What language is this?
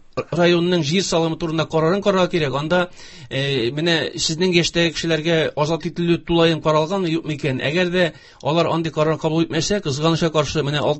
Tatar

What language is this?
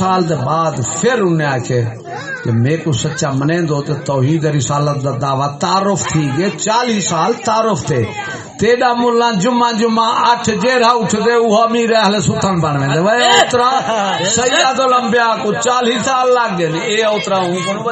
Saraiki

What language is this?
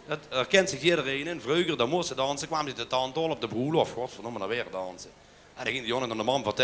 Limburgish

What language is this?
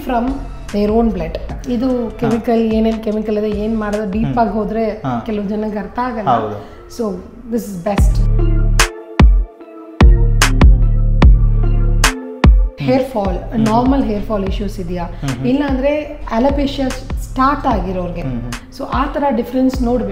Kannada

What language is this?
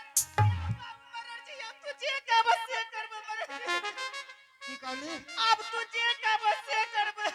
Angika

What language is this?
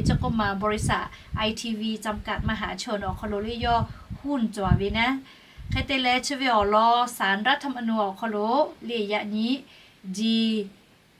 Lahu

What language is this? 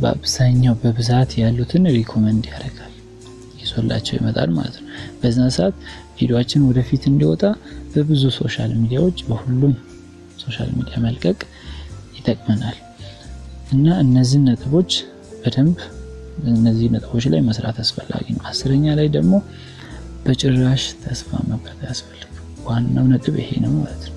Amharic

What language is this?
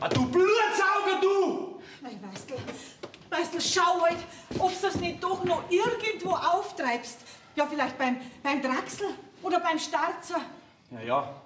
Bavarian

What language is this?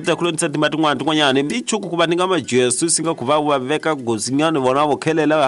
Tsonga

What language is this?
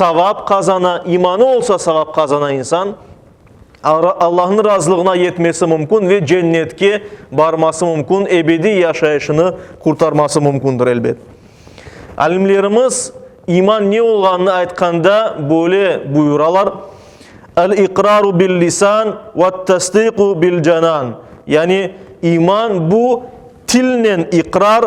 Crimean Tatar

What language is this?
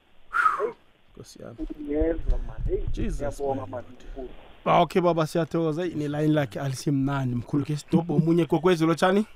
South Ndebele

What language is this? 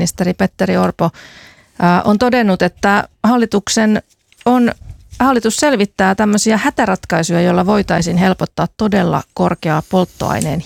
Finnish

